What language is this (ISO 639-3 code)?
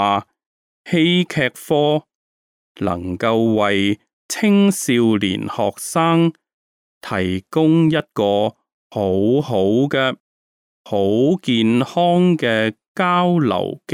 yue